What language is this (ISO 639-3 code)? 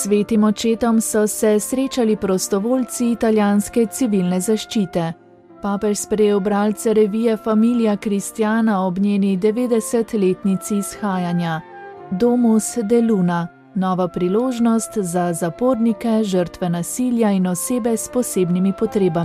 slv